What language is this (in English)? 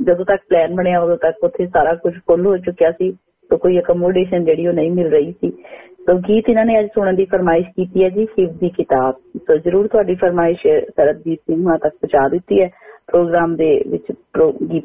Punjabi